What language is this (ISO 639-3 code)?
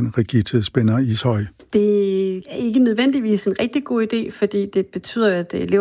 dan